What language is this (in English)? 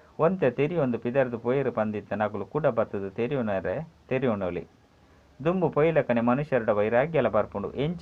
Tulu